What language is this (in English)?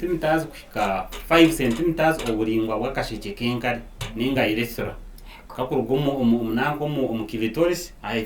Nyankole